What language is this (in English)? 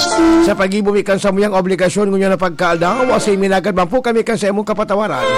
Bikol